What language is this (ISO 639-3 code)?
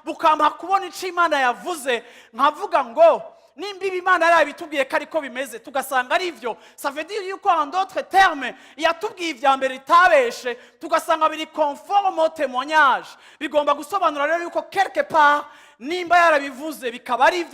run